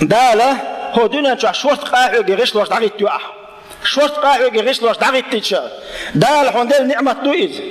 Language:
Chechen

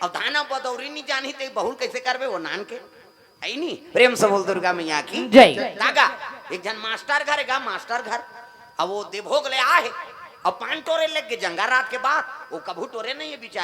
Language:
Chhattisgarhi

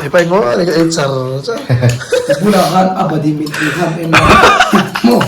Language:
Mizo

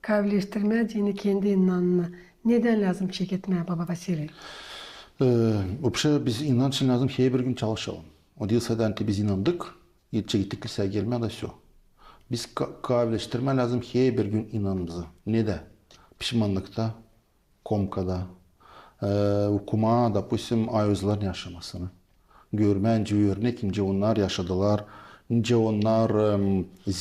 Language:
Gagauz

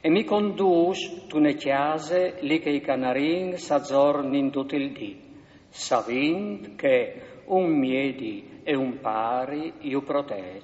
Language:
Friulian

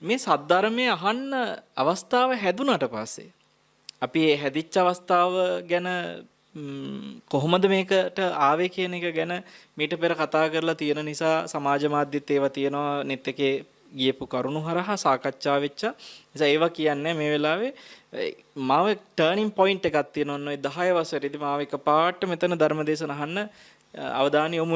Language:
Sinhala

